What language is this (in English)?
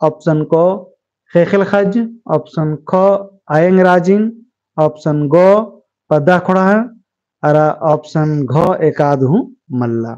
Kurukh